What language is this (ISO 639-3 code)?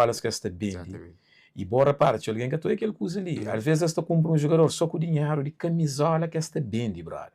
kea